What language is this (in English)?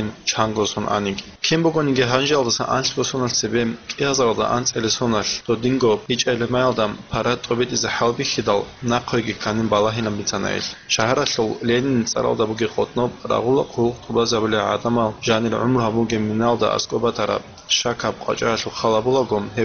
Avaric